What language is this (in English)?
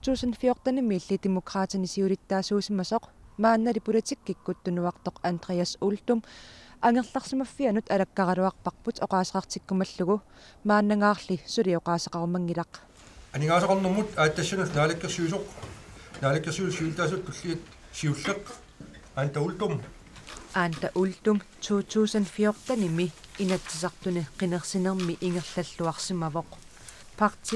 Kalaallisut